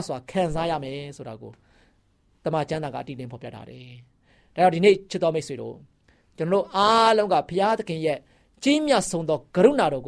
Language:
Burmese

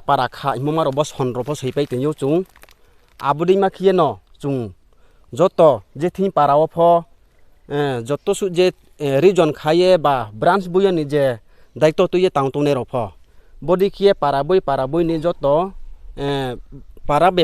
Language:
Riang (India)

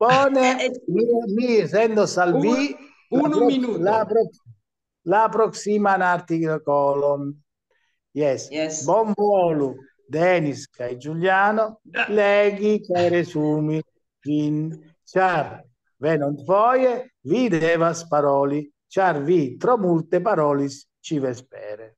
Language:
Esperanto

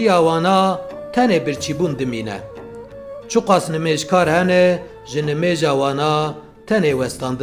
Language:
Kurdish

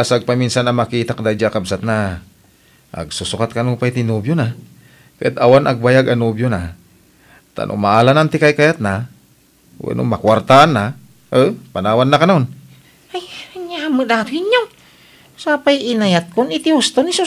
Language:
Iloko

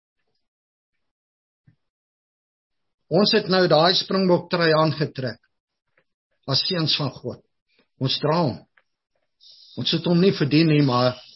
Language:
Afrikaans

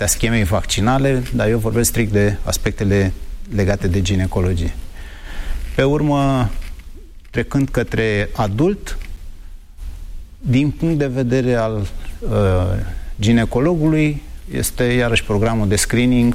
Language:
Romanian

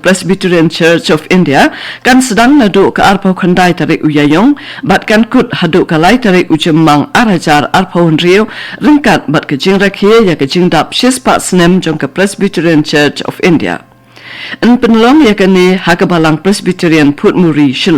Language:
Khasi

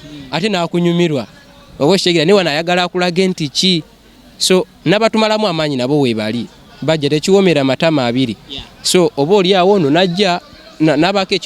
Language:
Ganda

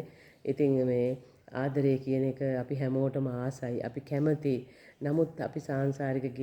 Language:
Sinhala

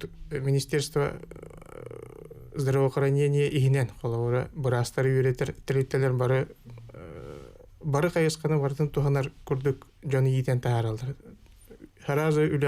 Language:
Yakut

